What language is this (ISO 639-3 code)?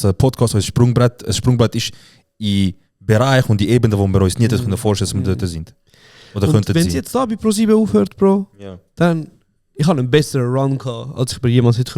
gsw